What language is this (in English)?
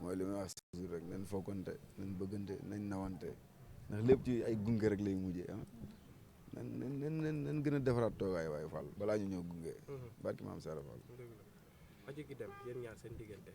Wolof